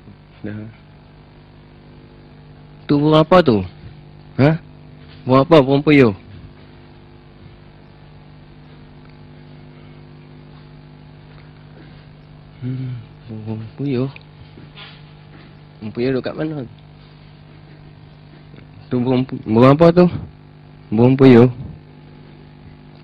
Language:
Malay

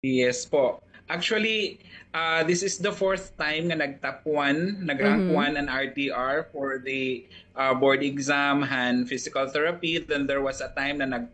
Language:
Waray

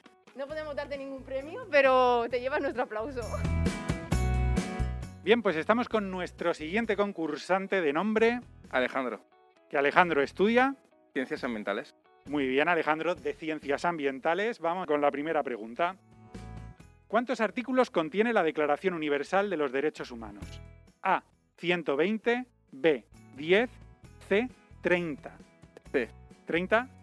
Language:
Spanish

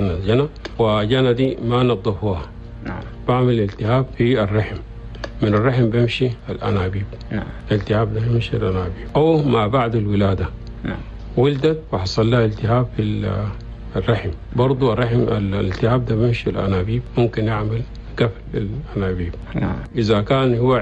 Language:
Chadian Arabic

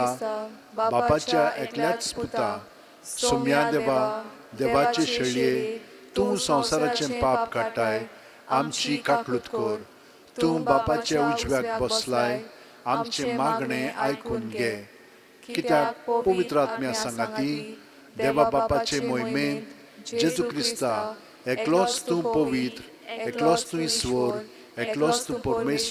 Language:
Konkani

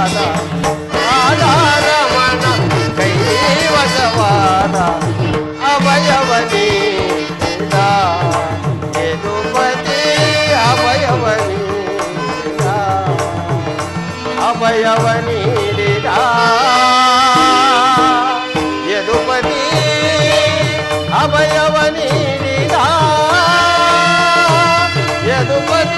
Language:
Kannada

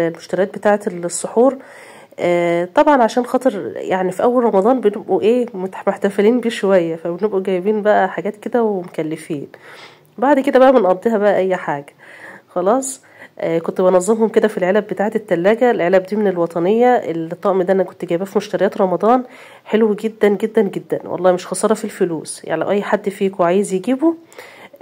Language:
Egyptian Arabic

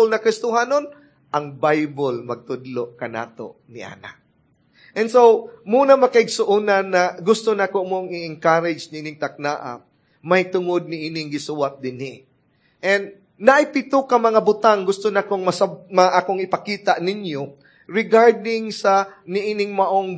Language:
Cebuano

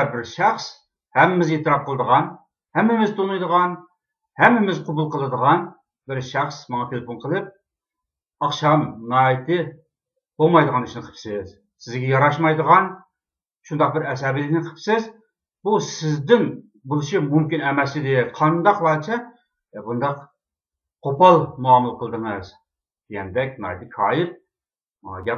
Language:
Uyghur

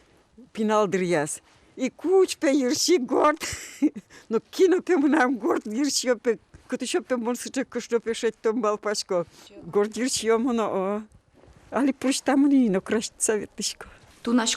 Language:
Udmurt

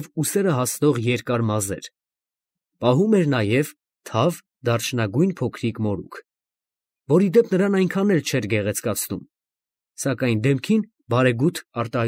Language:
Armenian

